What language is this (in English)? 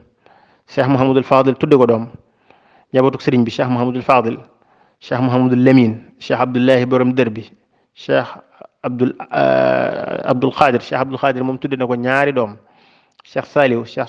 Wolof